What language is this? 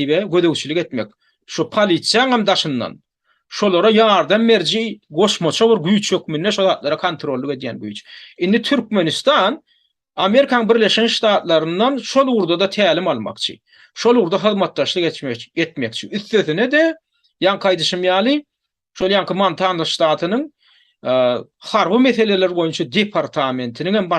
Turkmen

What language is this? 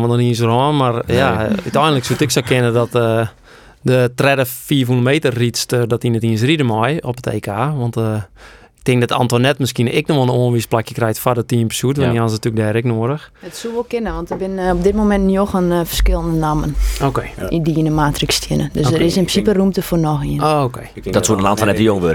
Western Frisian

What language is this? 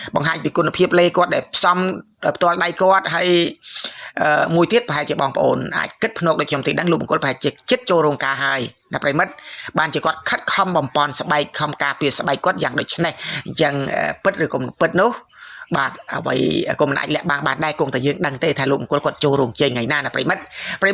Khmer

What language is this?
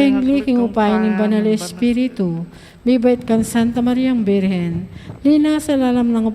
Pampanga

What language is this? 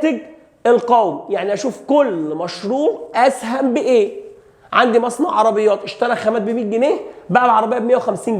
Egyptian Arabic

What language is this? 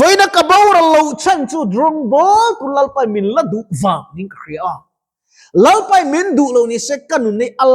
Mizo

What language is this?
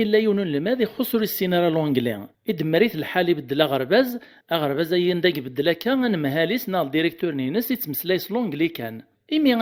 Kabyle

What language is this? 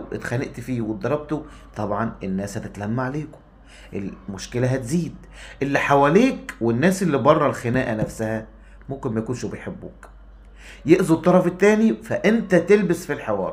Egyptian Arabic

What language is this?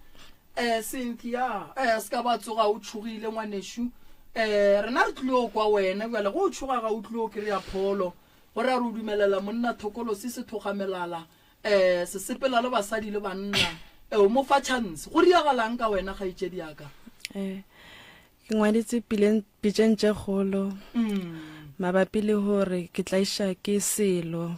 Northern Sotho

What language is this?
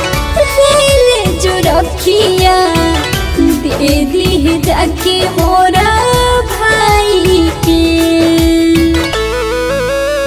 Bhojpuri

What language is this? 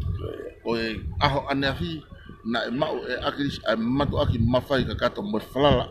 Tongan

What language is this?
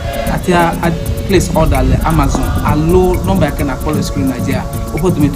Ewe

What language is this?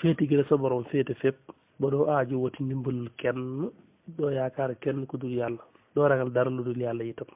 Wolof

